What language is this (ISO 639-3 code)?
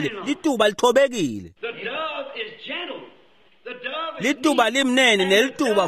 ssw